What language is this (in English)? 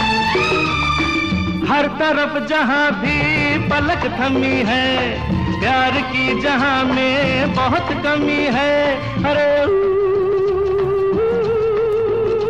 Hindi